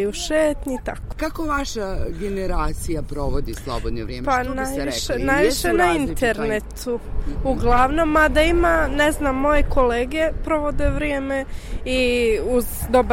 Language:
Serbian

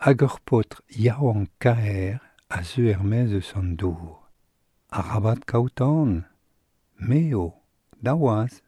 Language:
Breton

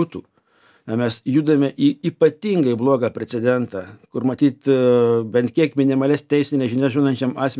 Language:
Lithuanian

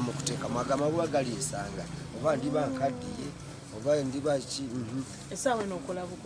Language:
Ganda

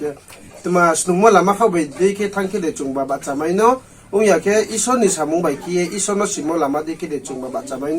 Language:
Riang (India)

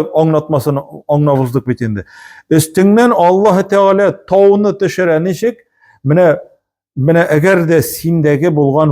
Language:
Tatar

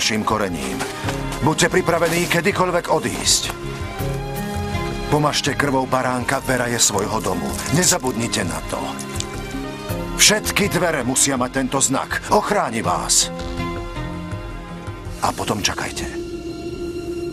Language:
Slovak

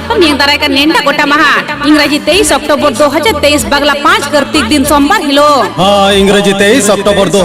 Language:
Santali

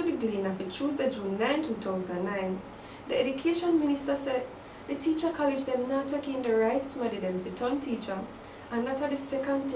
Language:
Jamaican Creole English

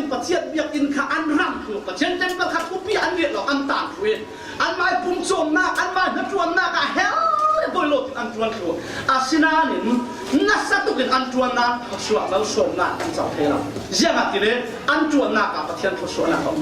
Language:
Falam Chin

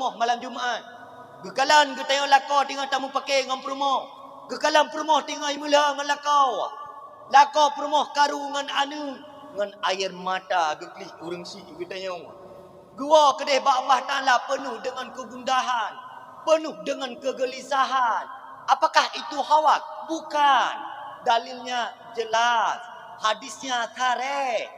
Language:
Achinese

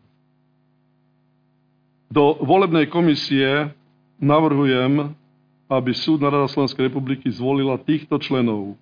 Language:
Slovak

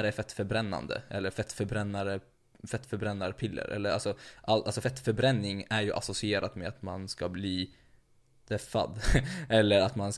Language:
Swedish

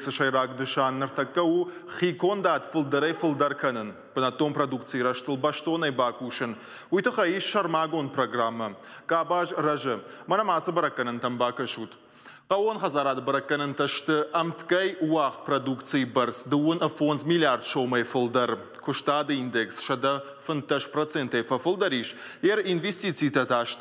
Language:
Ossetic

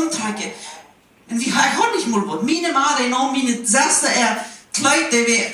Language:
Plautdietsch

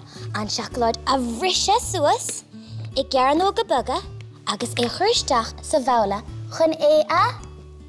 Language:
Irish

